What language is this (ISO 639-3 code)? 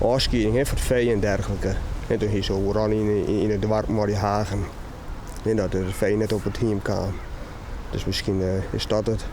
fry